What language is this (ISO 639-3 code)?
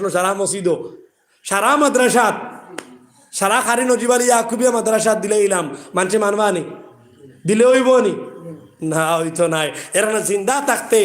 syl